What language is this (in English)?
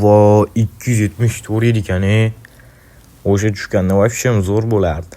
Uzbek